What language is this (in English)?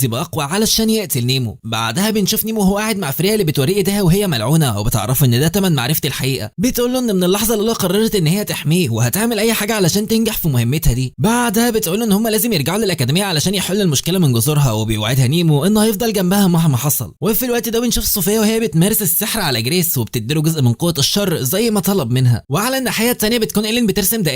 Egyptian Arabic